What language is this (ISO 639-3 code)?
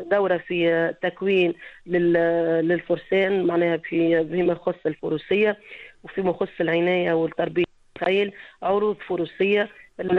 aeb